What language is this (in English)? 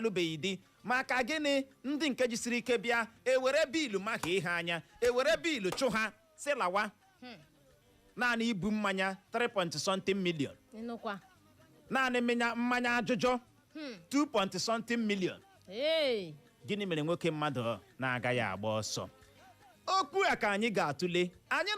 Igbo